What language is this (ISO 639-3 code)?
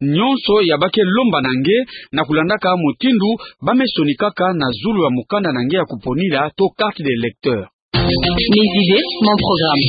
ktu